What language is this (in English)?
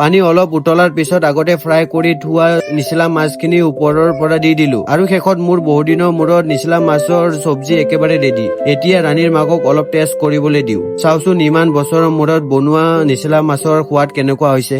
Assamese